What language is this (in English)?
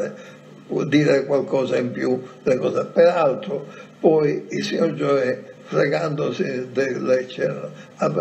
Italian